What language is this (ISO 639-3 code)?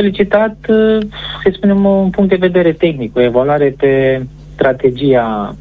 ron